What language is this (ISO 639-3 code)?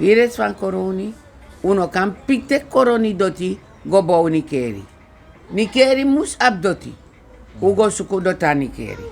srn